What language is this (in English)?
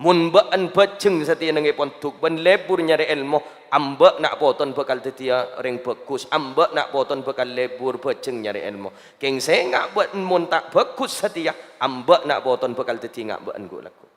Madurese